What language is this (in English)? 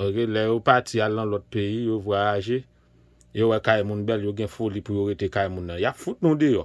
Haitian Creole